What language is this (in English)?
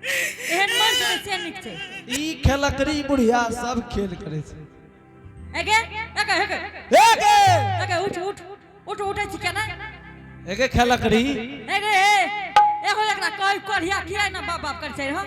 Angika